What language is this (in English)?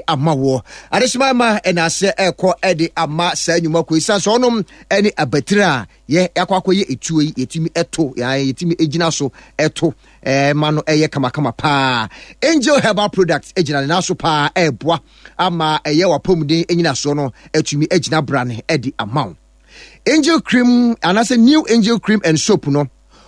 Akan